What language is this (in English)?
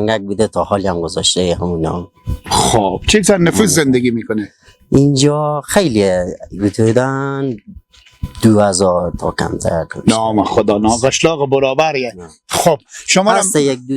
Persian